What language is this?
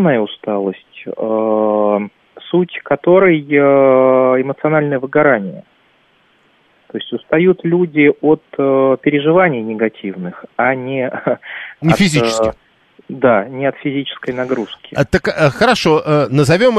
Russian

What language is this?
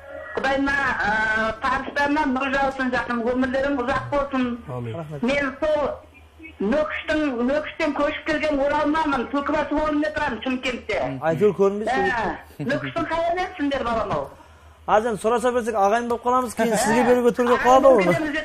Kara-Kalpak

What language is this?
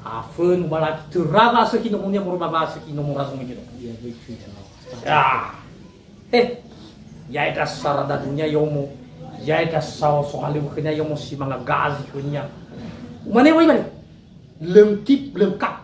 Nias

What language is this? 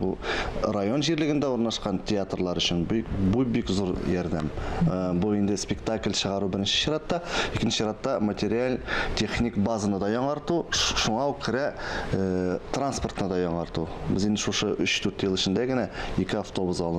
Tatar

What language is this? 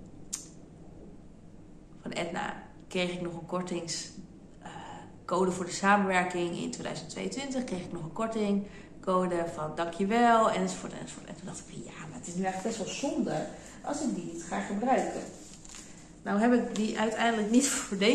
Dutch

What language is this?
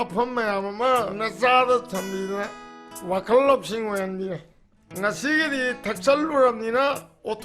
Manipuri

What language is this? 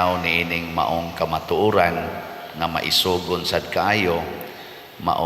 Cebuano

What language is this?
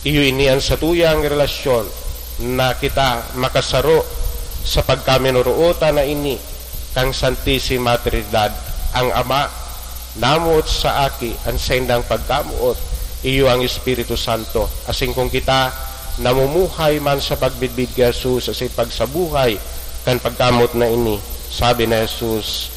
Bikol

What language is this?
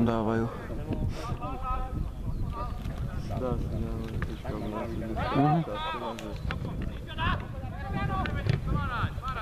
Slovak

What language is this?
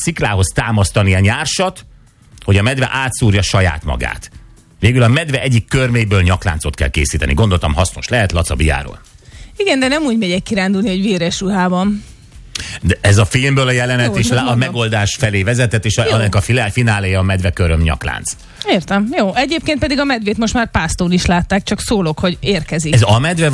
Hungarian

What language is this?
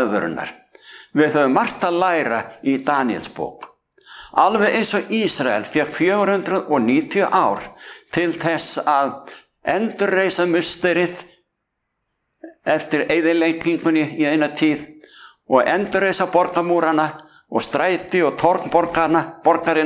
Icelandic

